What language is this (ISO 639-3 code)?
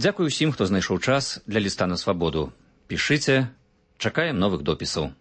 bel